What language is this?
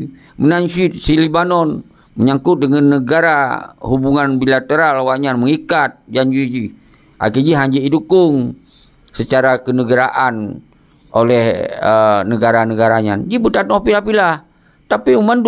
Achinese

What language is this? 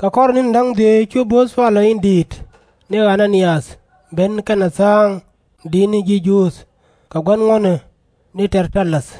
Nuer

